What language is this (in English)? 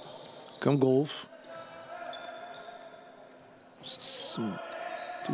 Bulgarian